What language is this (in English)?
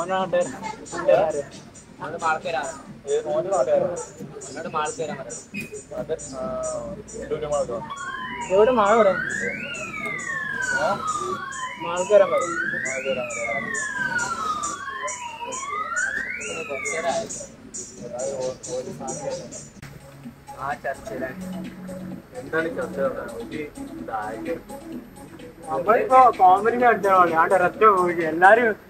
Malayalam